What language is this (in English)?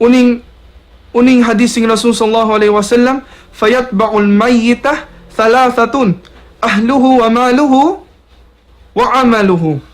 Tausug